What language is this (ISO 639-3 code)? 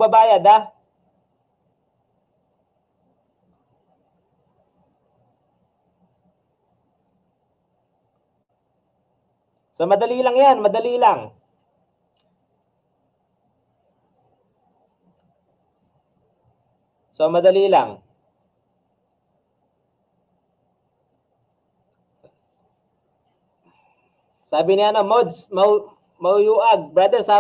fil